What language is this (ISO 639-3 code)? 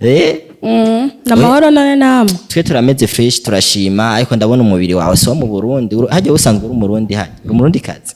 run